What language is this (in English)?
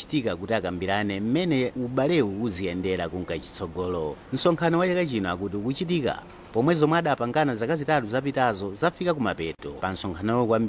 Nyanja